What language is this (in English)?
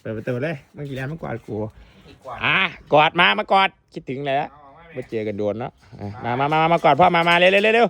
Lao